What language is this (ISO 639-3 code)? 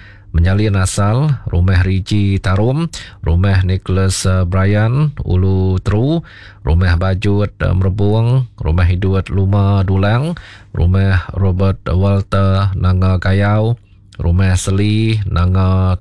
iba